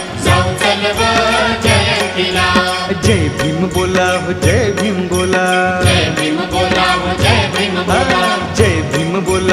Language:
Marathi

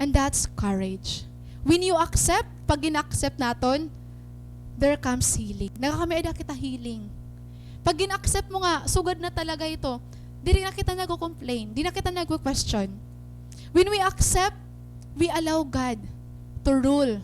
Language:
Waray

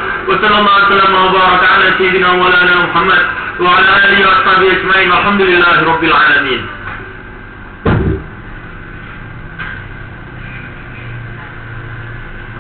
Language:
Indonesian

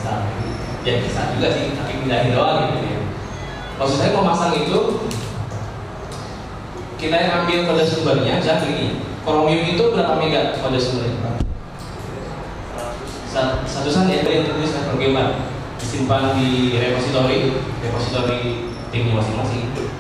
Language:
Indonesian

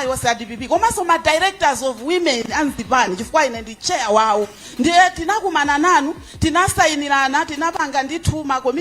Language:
Nyanja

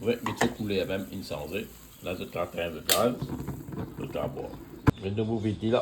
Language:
Morisyen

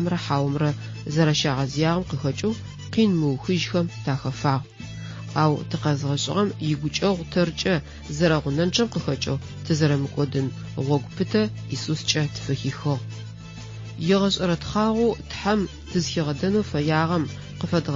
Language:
Adyghe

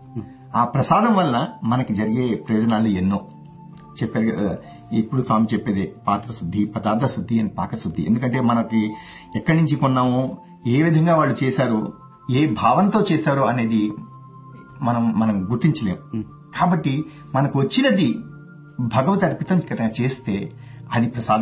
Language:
Telugu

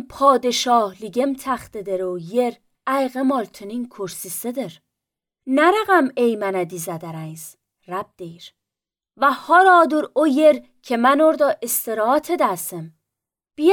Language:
Azerbaijani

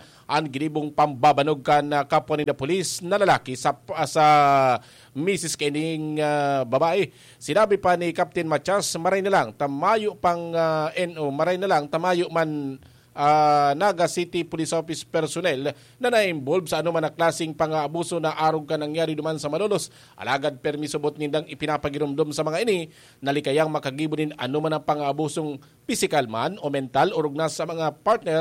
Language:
Bikol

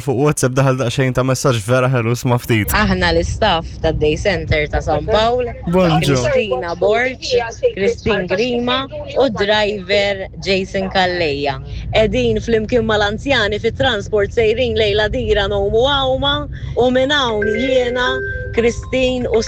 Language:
Maltese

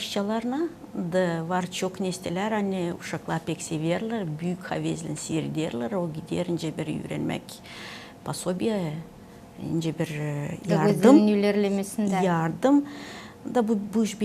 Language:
Gagauz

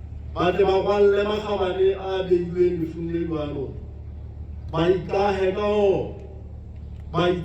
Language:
Southern Sotho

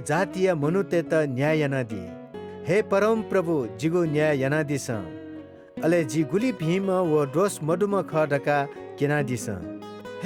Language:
Newari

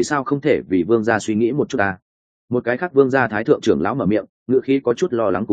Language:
Vietnamese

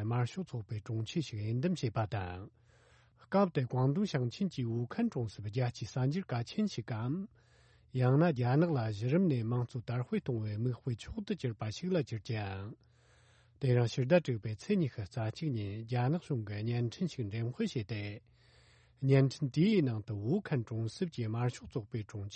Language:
Tibetan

